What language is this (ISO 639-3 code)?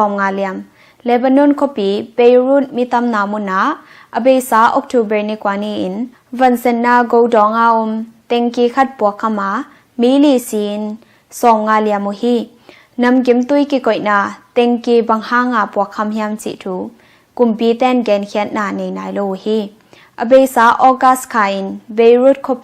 ctd